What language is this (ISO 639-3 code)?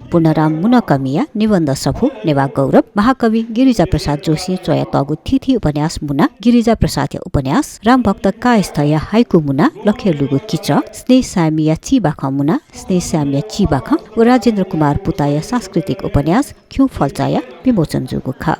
new